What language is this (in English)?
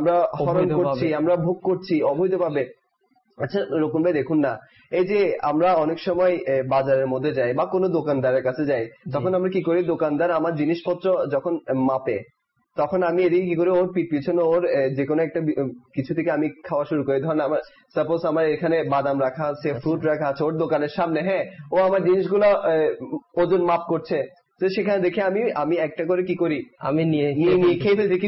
Bangla